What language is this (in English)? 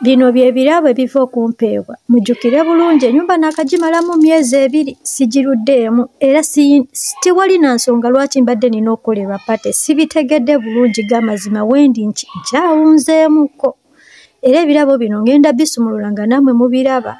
Ganda